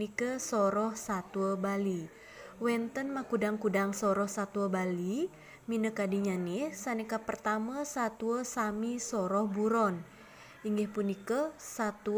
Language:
Balinese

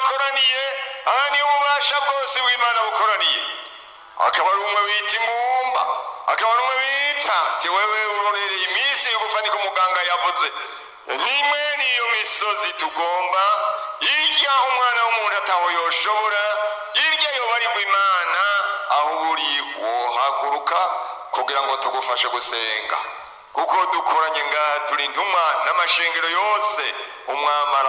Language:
Rundi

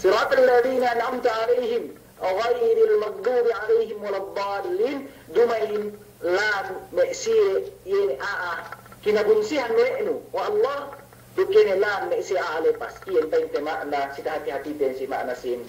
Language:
Yakan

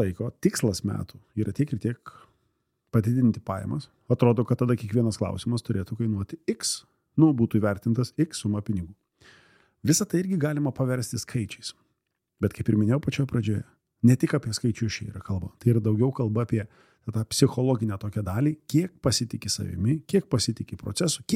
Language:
Lithuanian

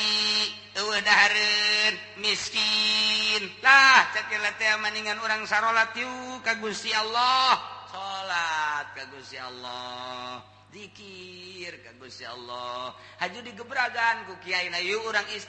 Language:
Sundanese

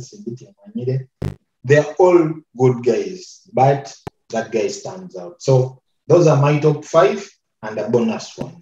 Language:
Nyoro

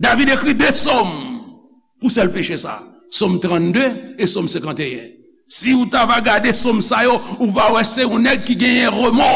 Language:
Haitian Creole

